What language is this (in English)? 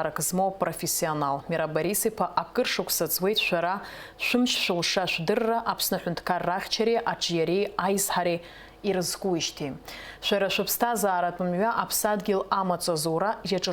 Abkhazian